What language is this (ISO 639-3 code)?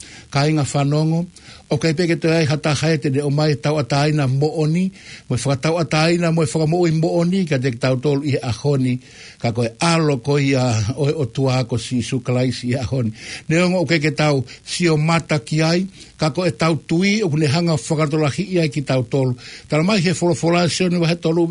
ton